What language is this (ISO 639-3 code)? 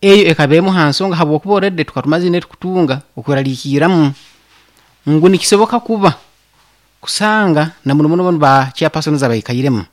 nyn